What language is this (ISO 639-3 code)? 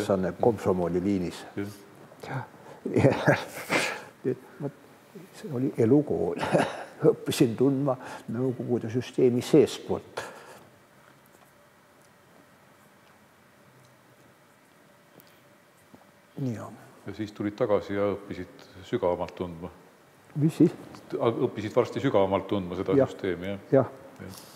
est